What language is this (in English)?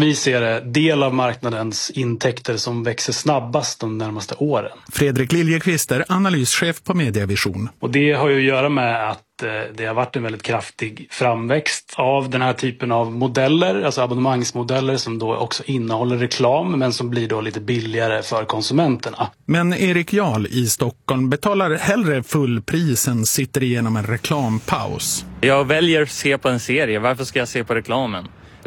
Swedish